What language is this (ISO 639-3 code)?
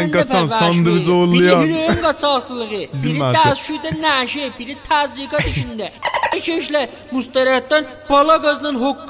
azb